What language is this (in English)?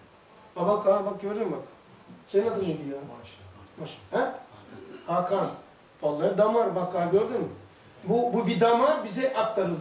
Turkish